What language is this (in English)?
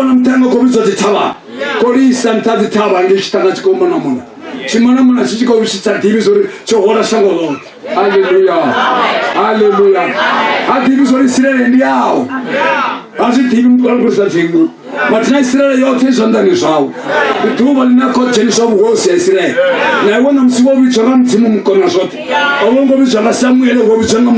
Venda